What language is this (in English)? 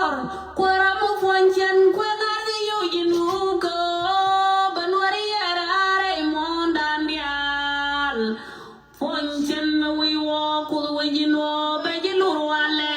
Nuer